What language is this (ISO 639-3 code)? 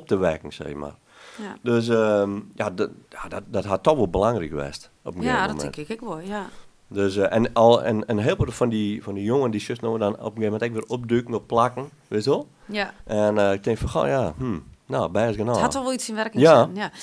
fry